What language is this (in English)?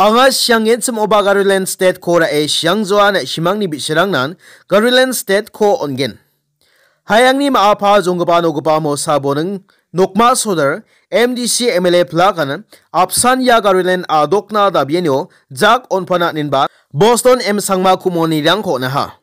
Garo